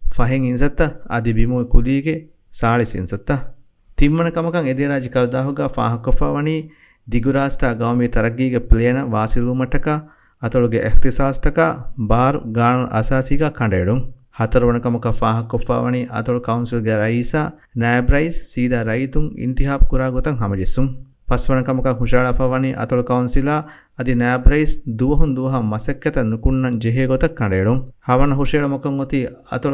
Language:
Divehi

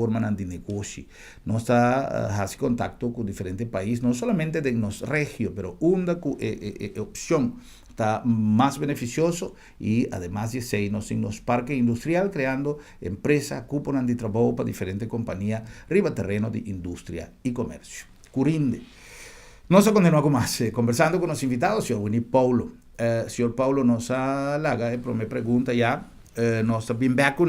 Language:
Papiamento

